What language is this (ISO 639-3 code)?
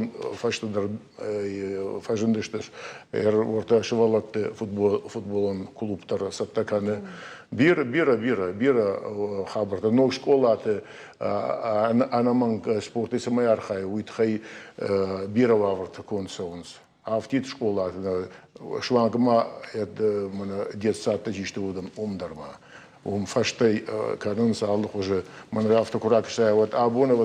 oss